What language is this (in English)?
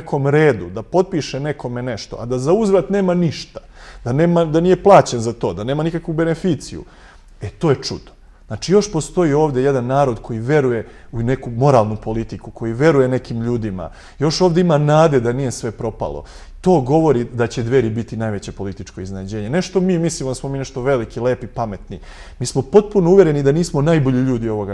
Serbian